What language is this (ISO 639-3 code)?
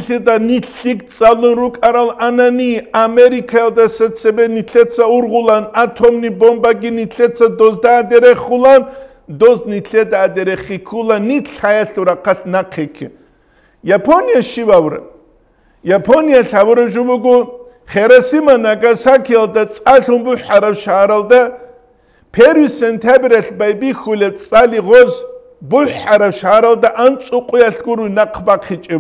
ava